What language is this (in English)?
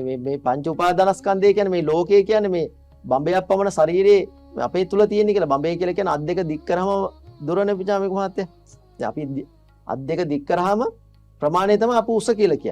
Sinhala